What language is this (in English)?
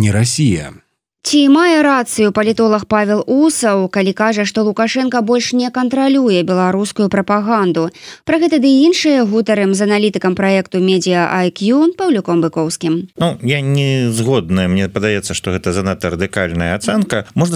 Belarusian